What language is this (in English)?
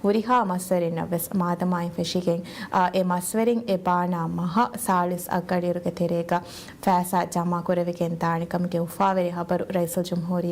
Divehi